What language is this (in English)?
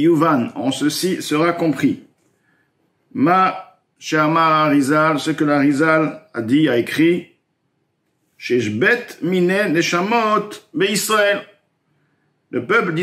French